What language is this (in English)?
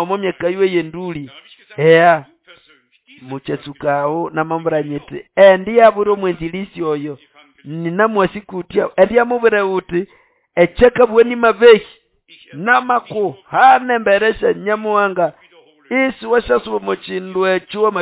Nande